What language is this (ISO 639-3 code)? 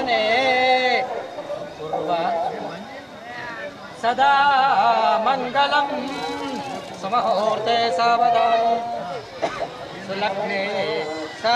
tel